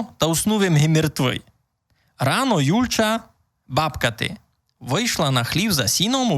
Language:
Rusyn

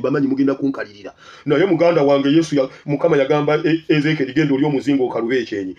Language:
Ganda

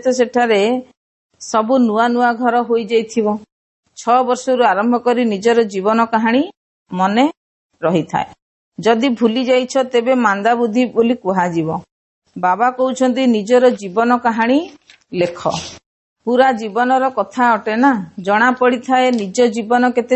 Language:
Odia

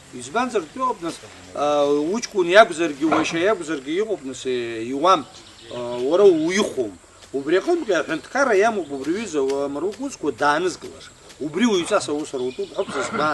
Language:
Abkhazian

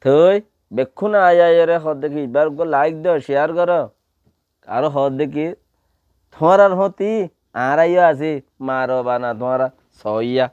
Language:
Rohingya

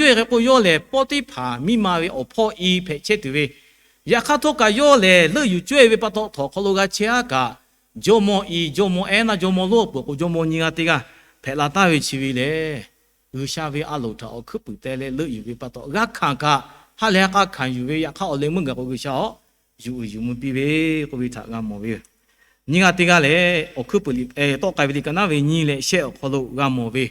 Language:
Lahu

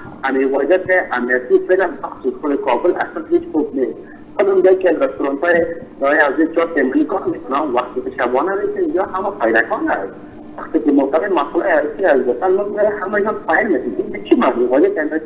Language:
Persian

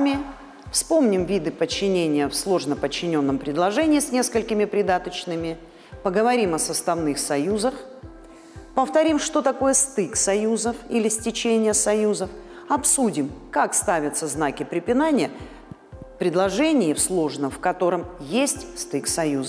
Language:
Russian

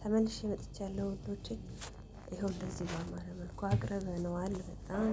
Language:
Amharic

